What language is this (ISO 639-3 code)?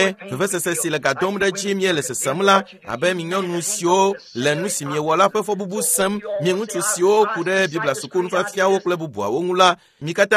ewe